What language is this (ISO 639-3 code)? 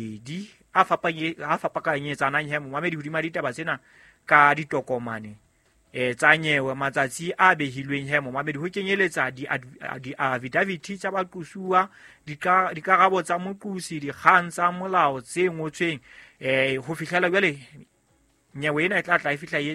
sot